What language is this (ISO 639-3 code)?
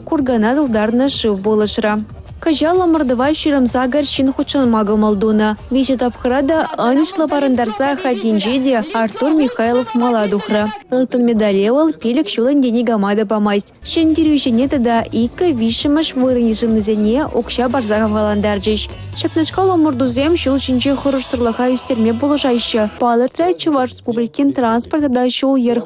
chv